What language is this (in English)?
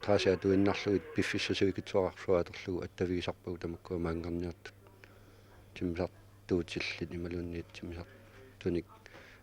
Kalaallisut